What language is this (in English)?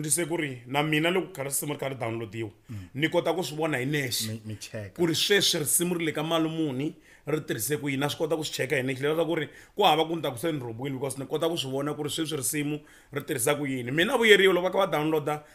Tsonga